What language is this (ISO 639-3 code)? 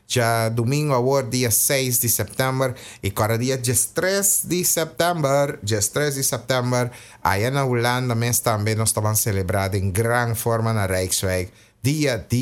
pap